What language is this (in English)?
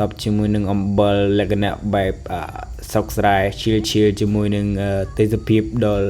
Khmer